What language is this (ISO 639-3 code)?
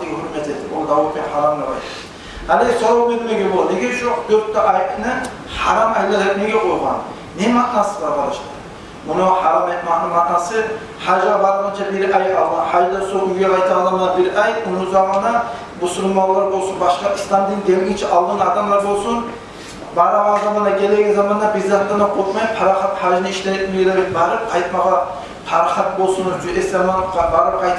kum